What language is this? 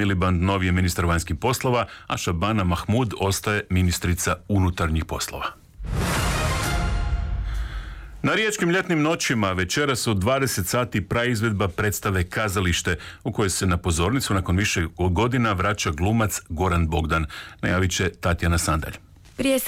Croatian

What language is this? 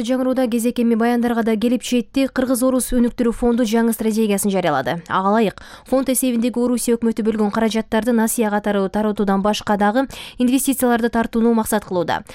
Kyrgyz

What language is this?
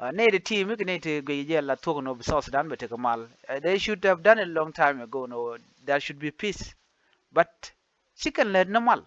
Nuer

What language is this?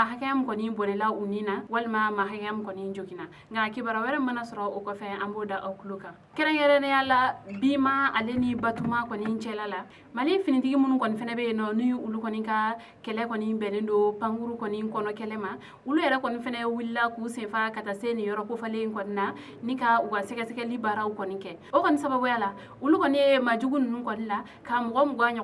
Bambara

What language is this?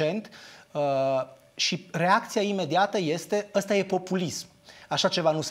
Romanian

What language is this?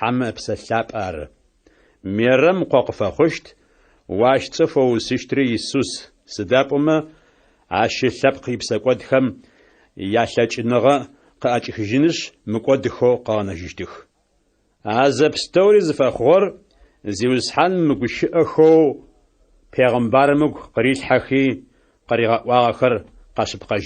Adyghe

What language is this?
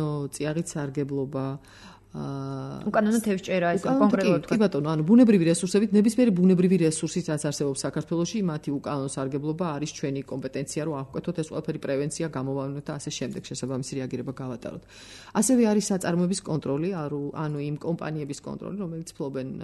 Georgian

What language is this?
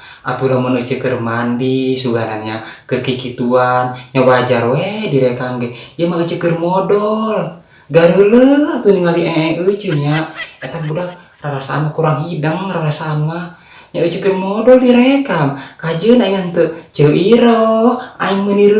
Sundanese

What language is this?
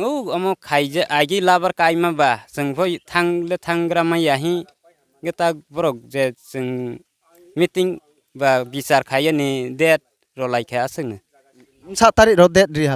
Riang (India)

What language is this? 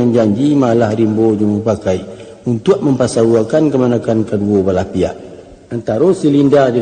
Minangkabau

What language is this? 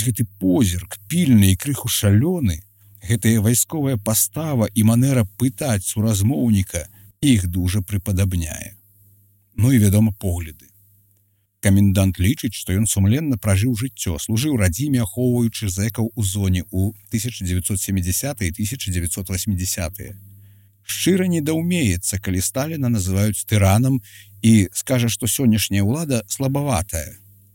Belarusian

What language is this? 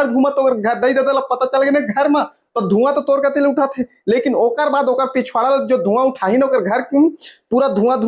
Chhattisgarhi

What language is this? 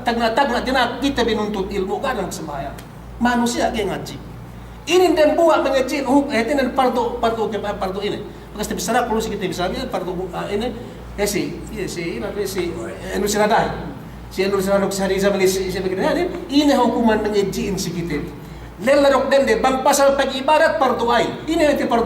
Yakan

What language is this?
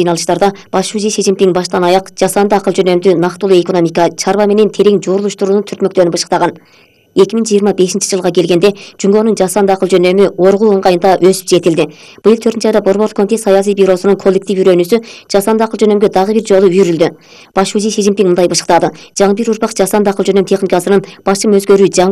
Kyrgyz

